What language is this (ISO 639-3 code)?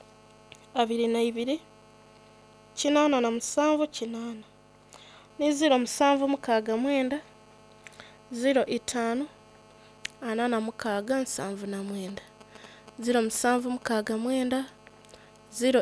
xog